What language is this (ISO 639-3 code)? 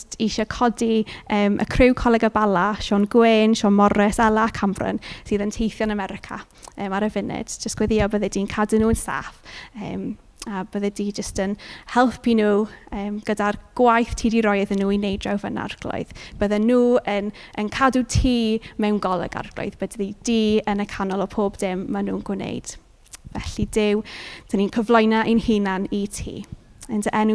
cym